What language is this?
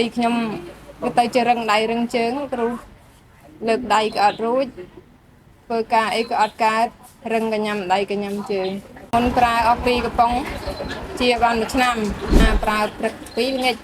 Khmer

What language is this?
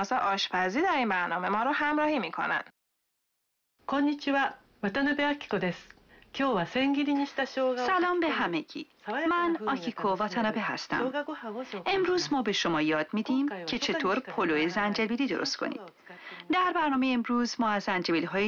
Persian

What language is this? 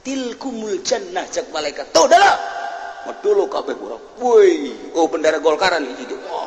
Sundanese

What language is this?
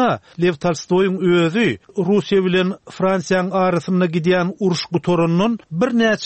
Turkmen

